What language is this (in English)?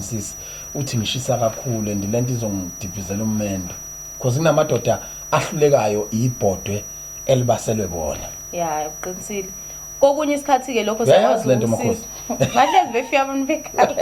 Zulu